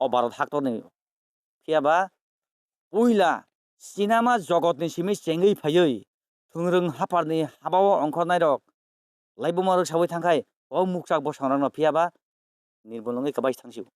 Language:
Kok Borok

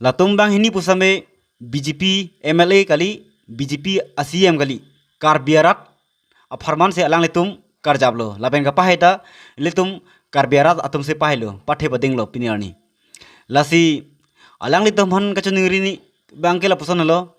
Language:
Karbi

